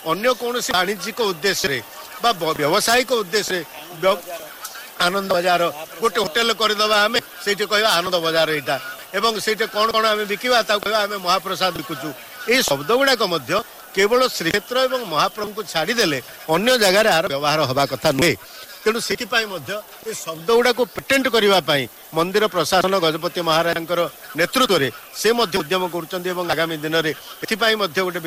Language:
Odia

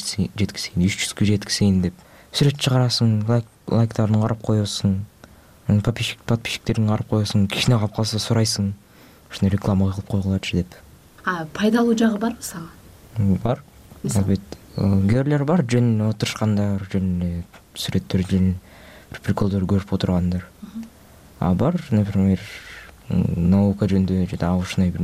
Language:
Kyrgyz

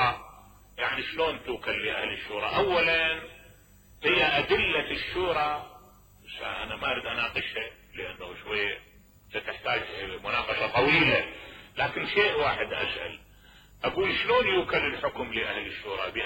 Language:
Mesopotamian Arabic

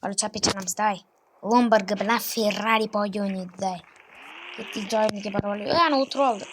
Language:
Uzbek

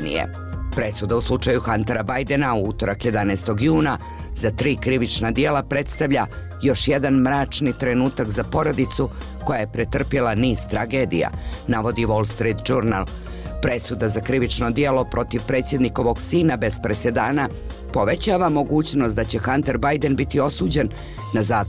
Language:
Bosnian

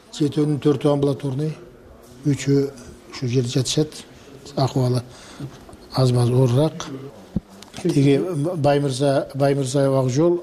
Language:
Kyrgyz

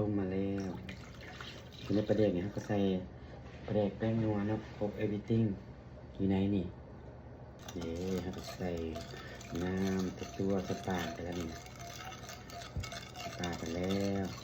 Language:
Lao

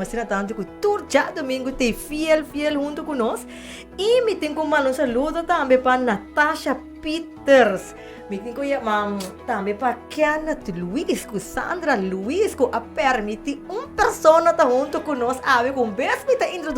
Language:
Papiamento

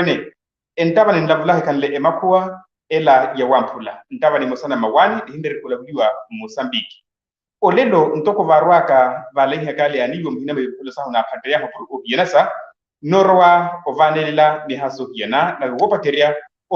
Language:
Makhuwa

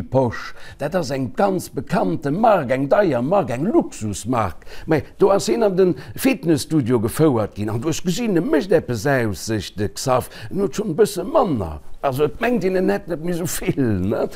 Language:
Luxembourgish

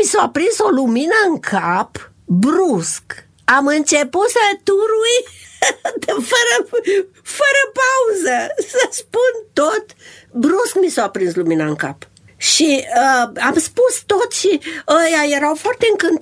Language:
Romanian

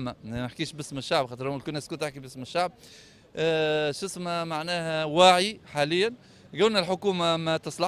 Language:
Tunisian Arabic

